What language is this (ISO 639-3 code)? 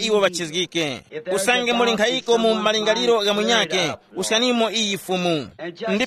tum